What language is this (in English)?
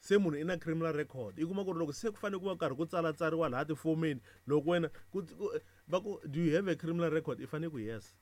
Tsonga